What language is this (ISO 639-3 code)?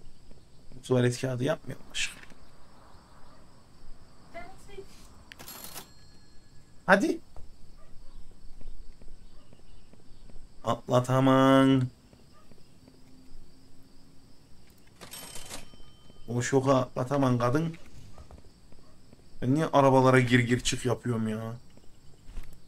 tur